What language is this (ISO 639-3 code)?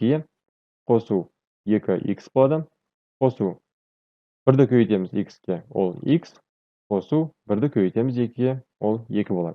kaz